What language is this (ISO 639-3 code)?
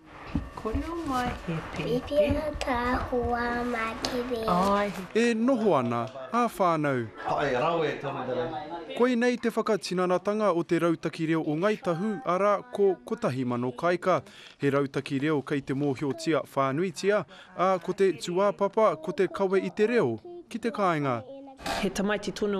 mri